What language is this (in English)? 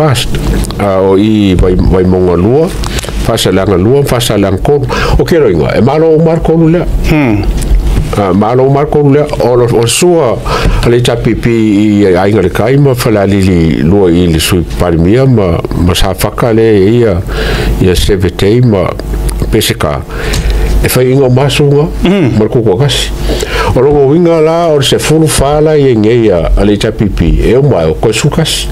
Samoan